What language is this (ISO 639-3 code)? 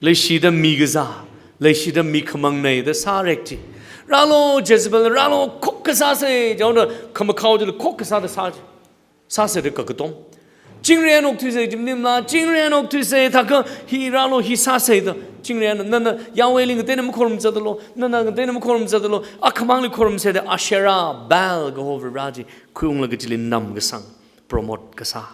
nmf